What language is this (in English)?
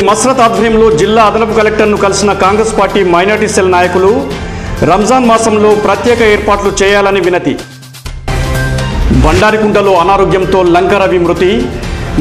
Telugu